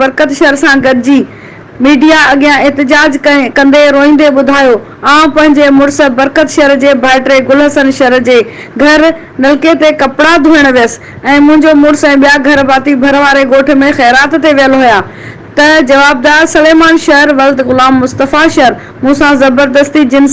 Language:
Sindhi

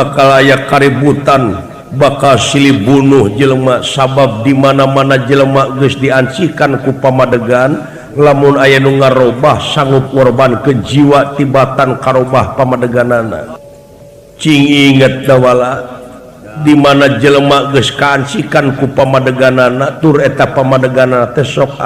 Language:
Sundanese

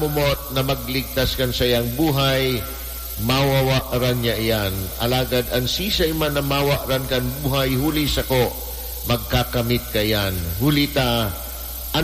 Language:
Bikol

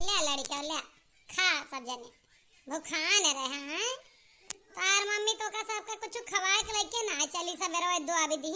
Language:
Awadhi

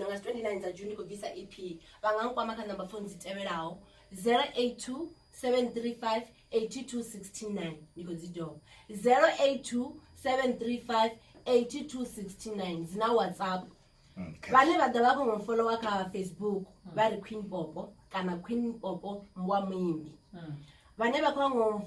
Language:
Venda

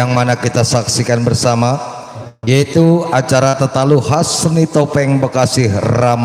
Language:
Betawi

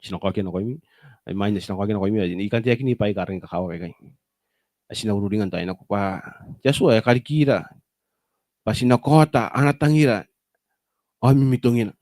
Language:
Gilbertese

